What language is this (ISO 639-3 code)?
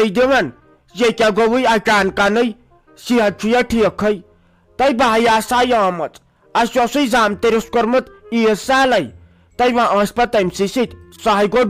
kas